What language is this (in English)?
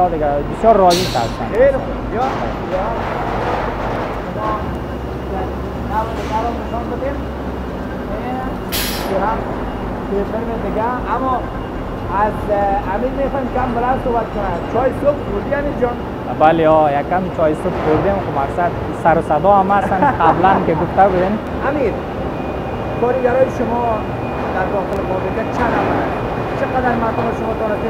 Persian